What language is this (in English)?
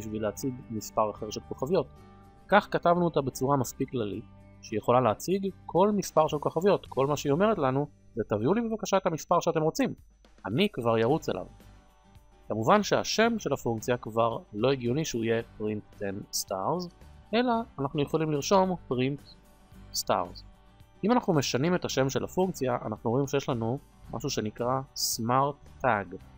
Hebrew